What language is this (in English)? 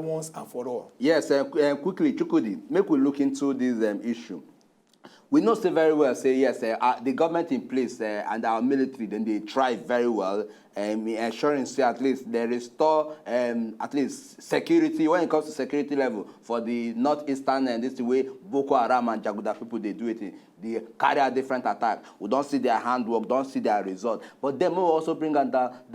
Nigerian Pidgin